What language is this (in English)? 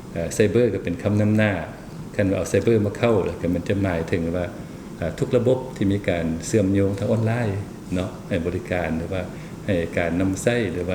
Lao